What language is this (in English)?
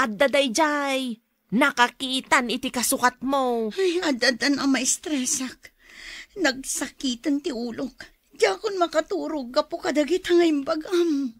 Iloko